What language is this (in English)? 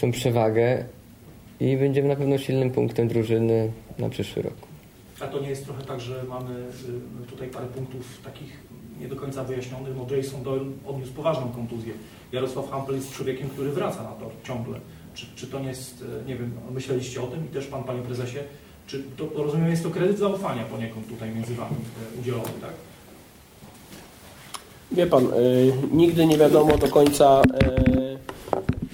Polish